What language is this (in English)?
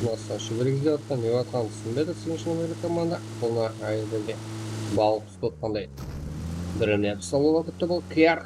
Kara-Kalpak